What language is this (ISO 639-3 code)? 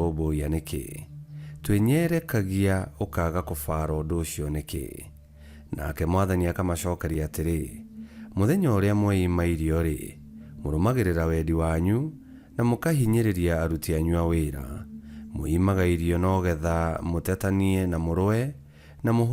kik